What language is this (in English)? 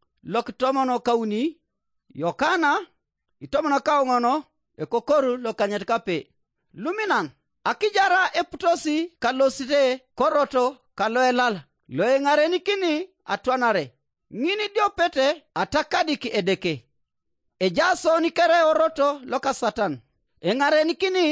Teso